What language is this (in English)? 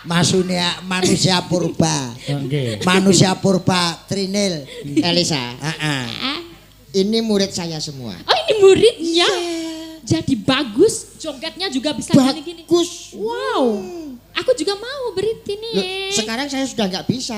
Javanese